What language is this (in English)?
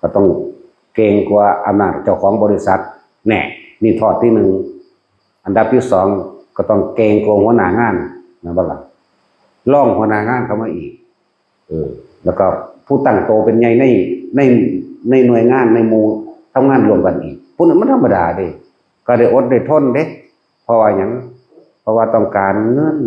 Northeastern Thai